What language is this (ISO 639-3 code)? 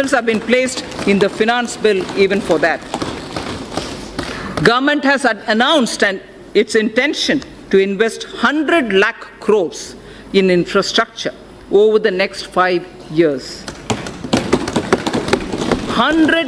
eng